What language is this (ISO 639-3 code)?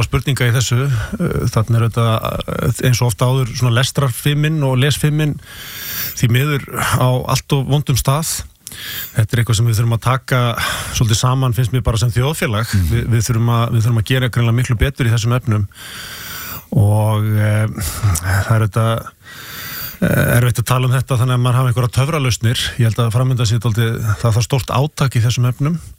isl